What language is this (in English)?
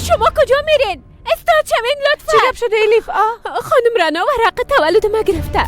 Persian